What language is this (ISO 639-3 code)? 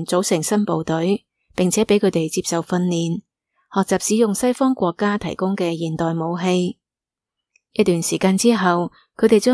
yue